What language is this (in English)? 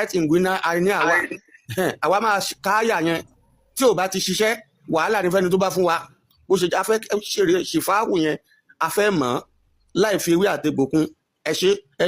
Yoruba